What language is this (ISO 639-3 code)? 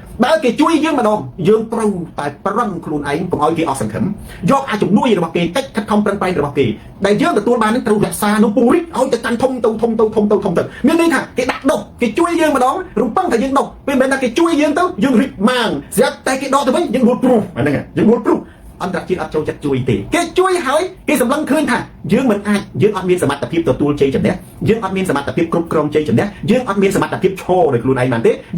khm